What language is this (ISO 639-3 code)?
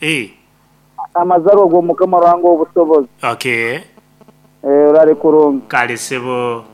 nyn